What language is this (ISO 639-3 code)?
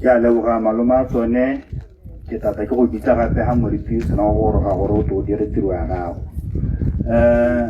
tsn